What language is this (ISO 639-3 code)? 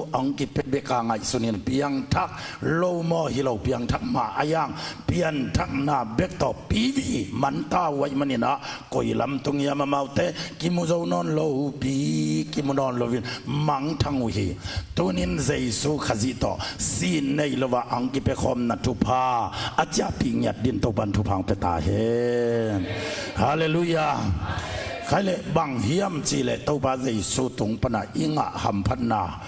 ctd